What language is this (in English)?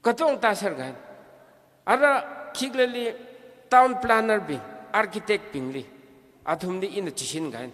Tangkhul Naga (India)